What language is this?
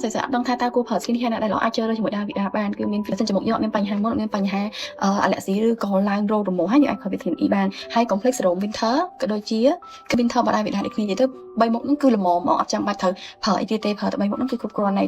Khmer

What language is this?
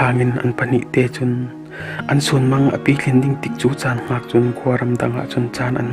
Falam Chin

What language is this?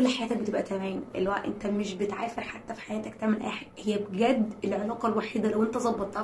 Egyptian Arabic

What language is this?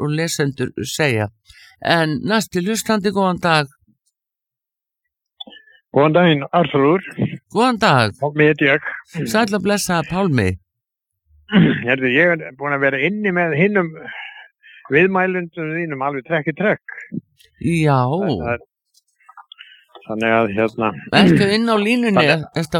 Icelandic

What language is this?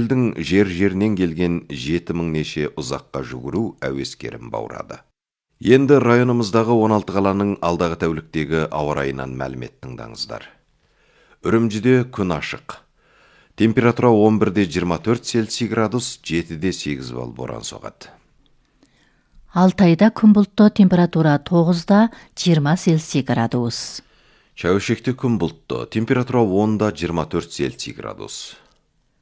Kazakh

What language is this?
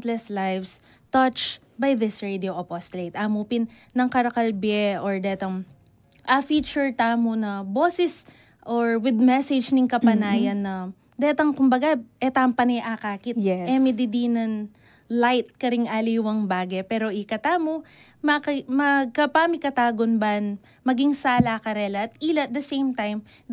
Pampanga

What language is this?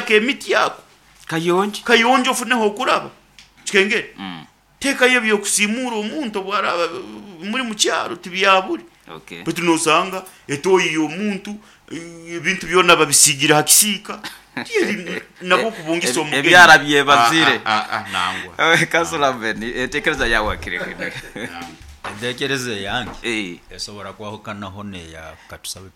Nyoro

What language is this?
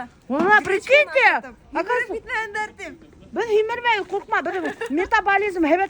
Bashkir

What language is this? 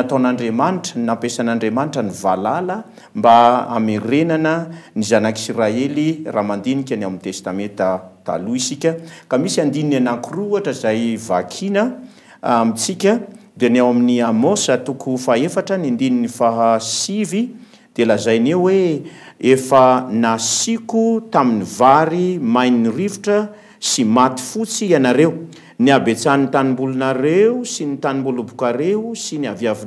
Malagasy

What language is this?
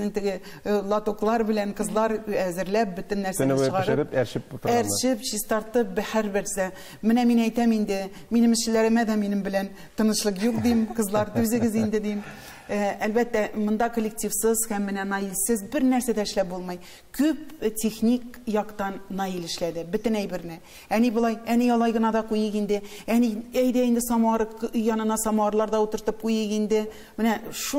Tatar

